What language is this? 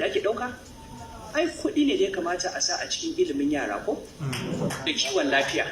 Hausa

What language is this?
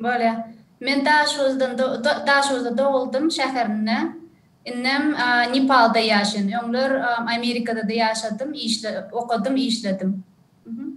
Turkmen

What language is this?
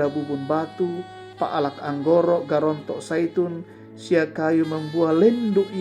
Toraja-Sa'dan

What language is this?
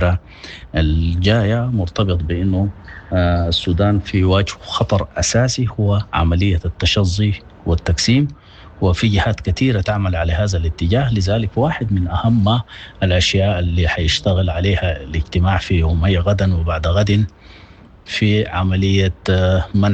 Sudanese Arabic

